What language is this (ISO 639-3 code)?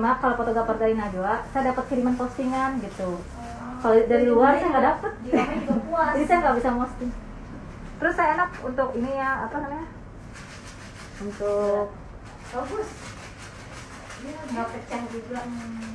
ind